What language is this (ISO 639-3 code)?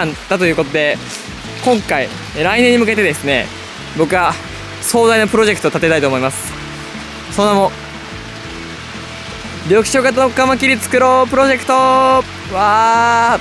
jpn